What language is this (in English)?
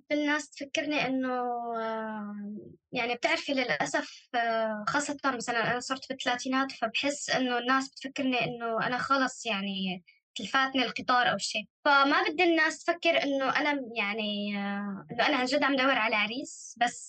North Levantine Arabic